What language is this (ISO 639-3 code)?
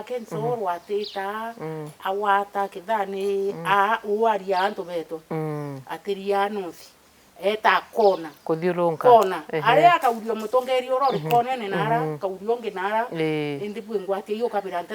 mer